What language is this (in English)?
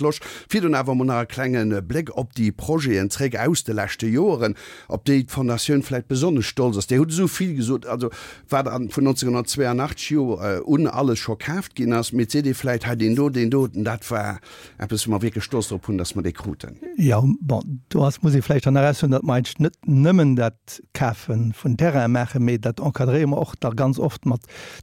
Luxembourgish